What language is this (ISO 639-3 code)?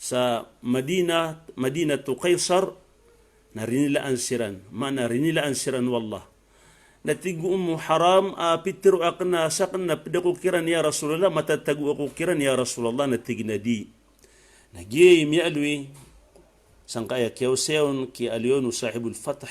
mrw